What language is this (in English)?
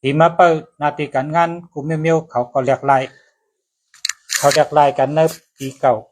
Shan